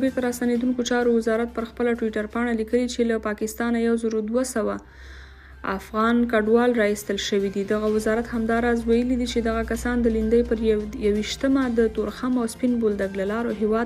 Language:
Pashto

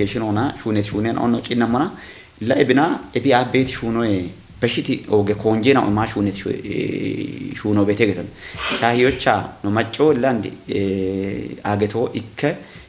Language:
Kafa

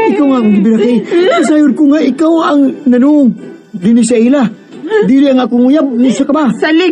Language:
Cebuano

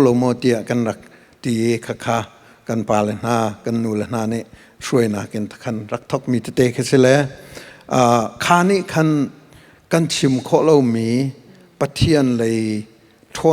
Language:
Hakha Chin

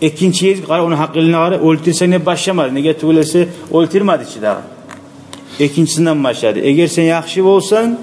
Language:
Kumyk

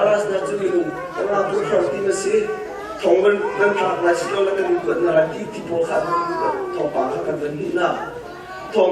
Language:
Hakha Chin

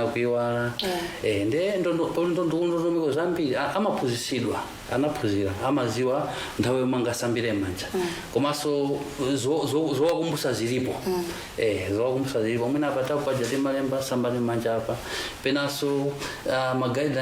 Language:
Nyanja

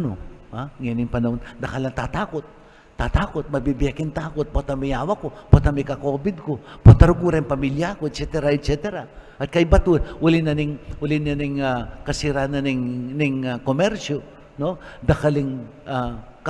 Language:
Pampanga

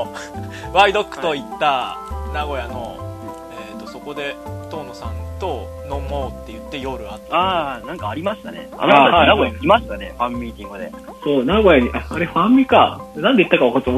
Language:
Japanese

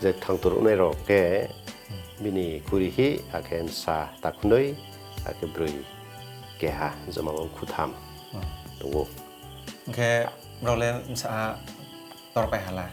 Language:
Riang (India)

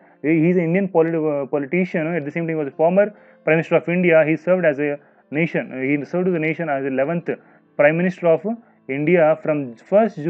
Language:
Telugu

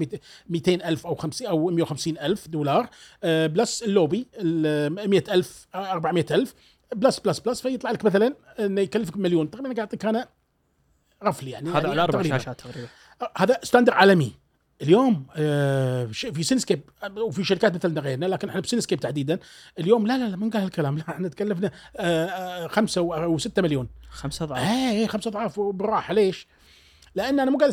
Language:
Gulf Arabic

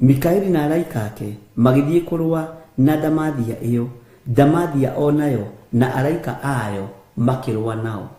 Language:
Kikuyu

